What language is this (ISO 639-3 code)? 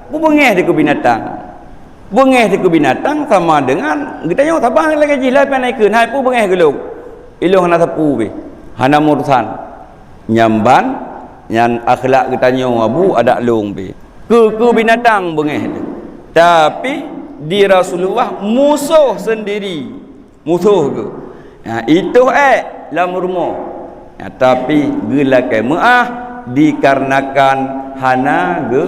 ace